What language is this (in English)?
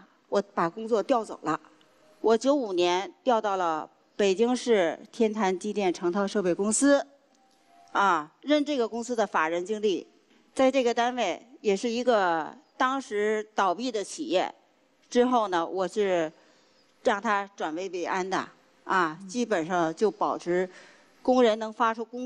Chinese